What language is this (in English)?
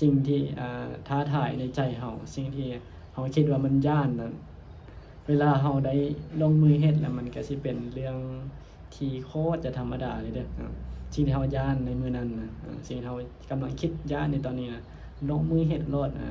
Northeastern Thai